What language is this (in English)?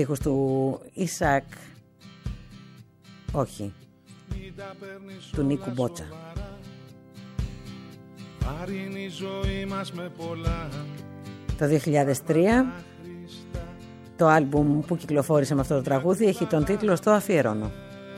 Greek